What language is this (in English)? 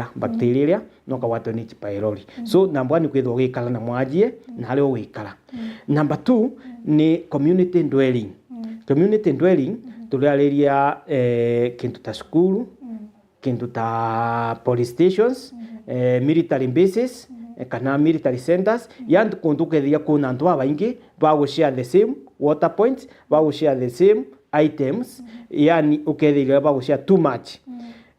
Meru